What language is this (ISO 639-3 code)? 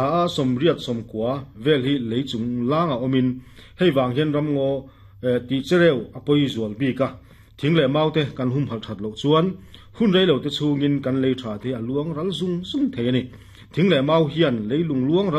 lus